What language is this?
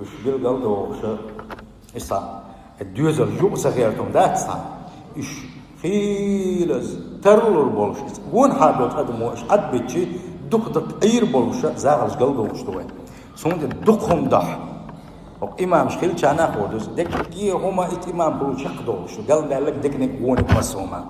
Chechen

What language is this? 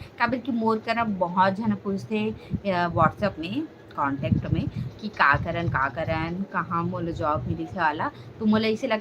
Chhattisgarhi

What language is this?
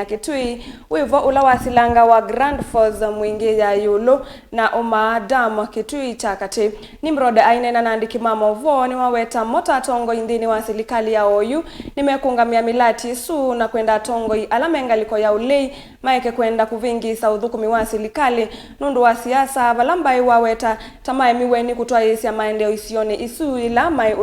Kamba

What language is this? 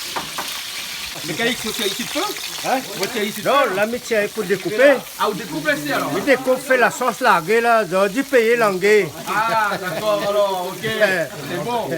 Réunion Creole French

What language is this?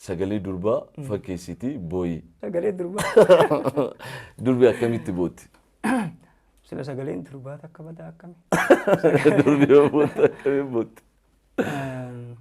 Oromo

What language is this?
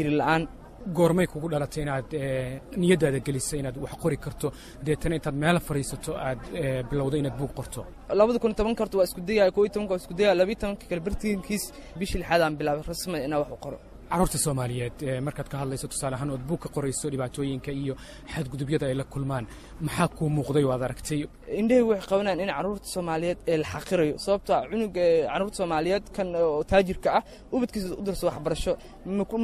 Somali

